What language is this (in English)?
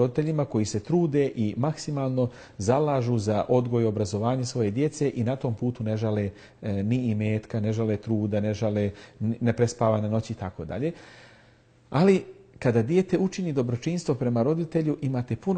Bosnian